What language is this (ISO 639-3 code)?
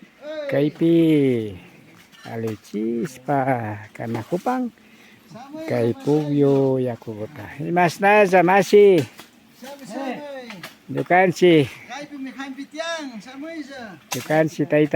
qvi